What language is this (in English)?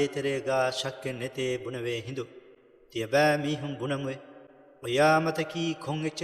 Divehi